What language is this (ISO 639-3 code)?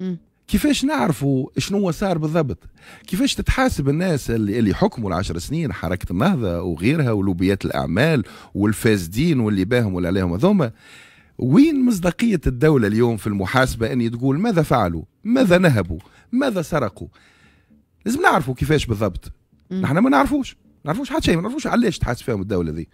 aeb